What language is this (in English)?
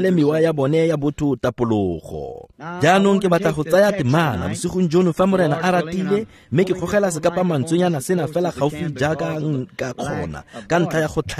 Tswana